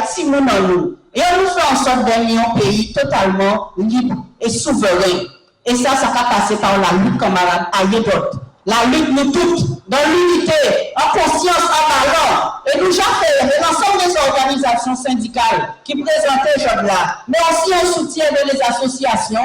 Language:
Guadeloupean Creole French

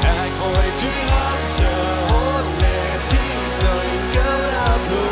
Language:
Plautdietsch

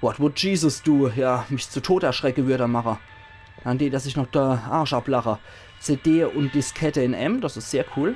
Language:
Palatine German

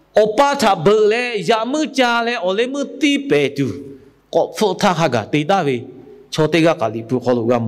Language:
Lahu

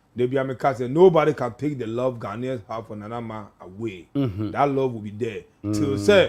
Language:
Akan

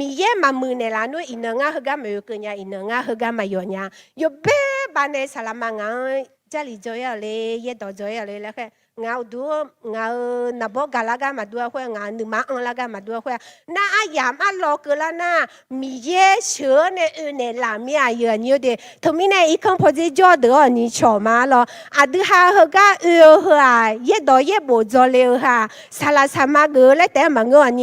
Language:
Akha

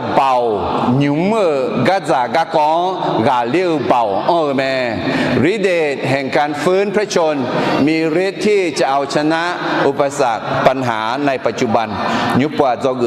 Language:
Akha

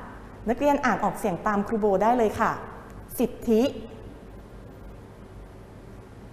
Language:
Thai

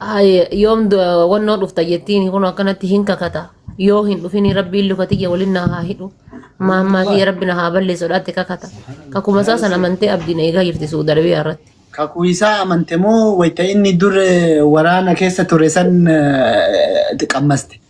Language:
Oromo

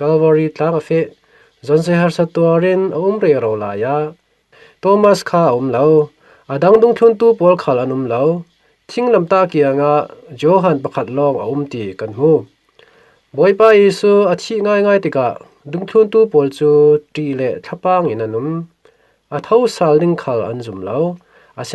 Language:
Falam Chin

